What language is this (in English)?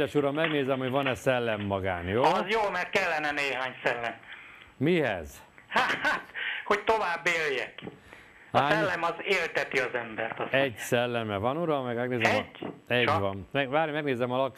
Hungarian